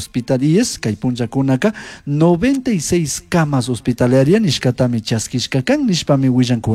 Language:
Chimborazo Highland Quichua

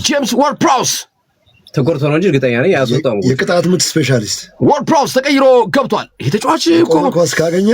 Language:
Amharic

